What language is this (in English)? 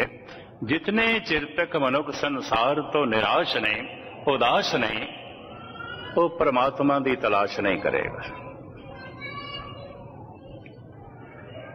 Punjabi